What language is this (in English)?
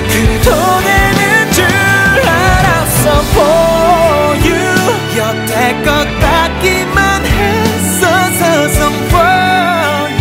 Korean